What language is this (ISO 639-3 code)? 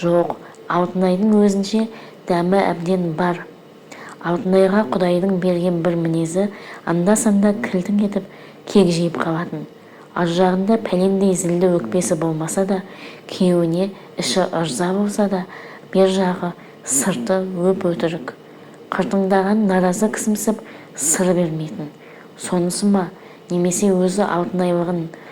kaz